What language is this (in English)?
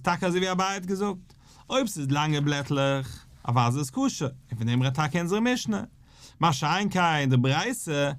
Yiddish